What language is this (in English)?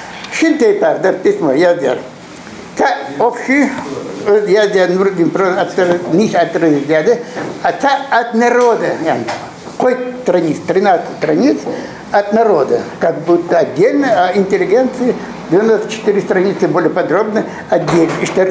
Ingush